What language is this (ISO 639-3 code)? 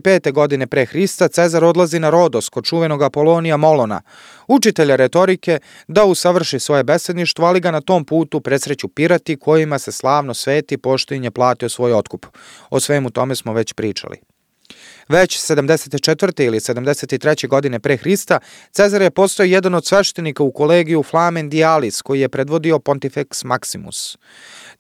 srp